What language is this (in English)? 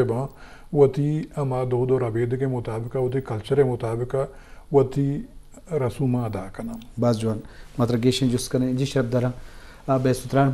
Eastern Balochi